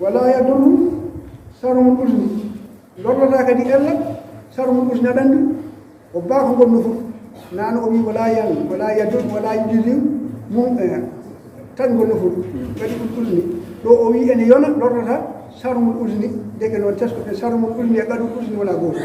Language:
Fula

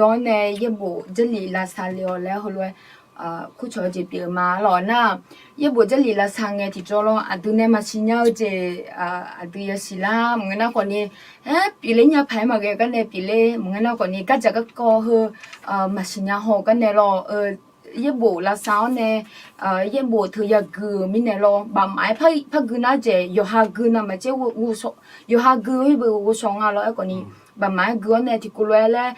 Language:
Akha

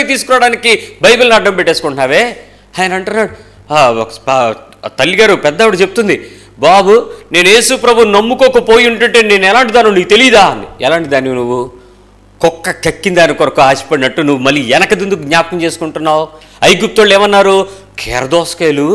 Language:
Telugu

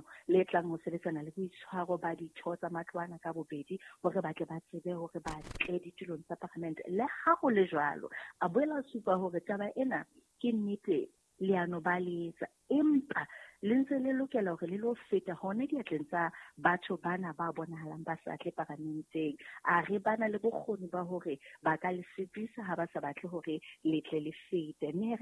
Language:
Southern Sotho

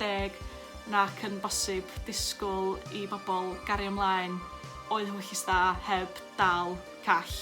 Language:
Welsh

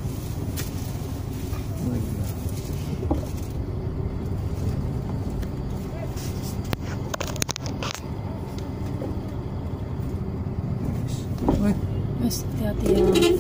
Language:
Indonesian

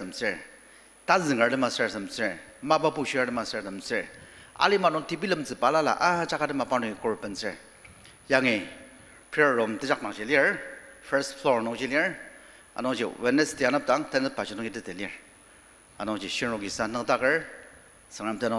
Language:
Ao Naga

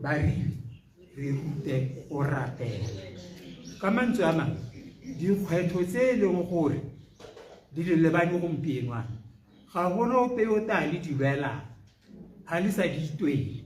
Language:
Tswana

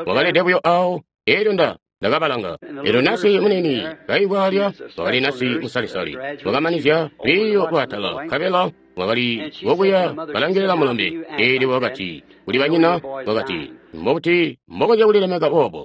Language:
Tonga (Zambia)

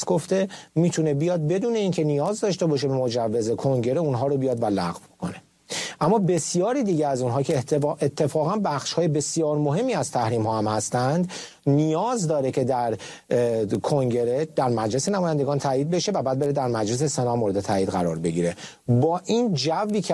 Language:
Persian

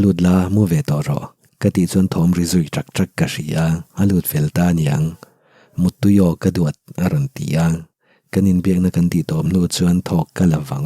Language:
Mizo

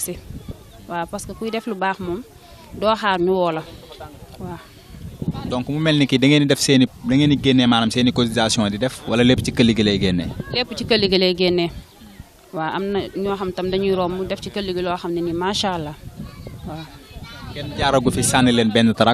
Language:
Wolof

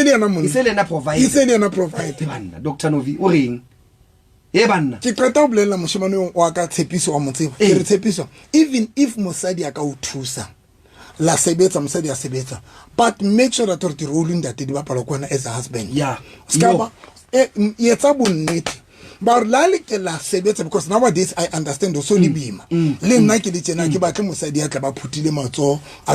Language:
Southern Sotho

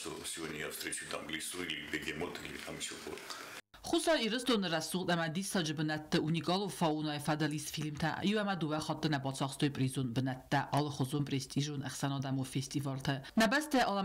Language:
Ossetic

